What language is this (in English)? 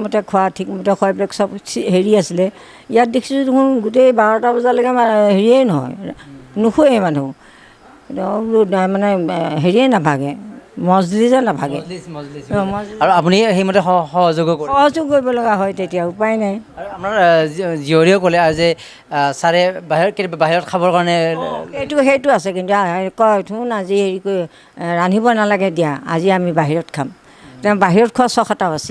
Assamese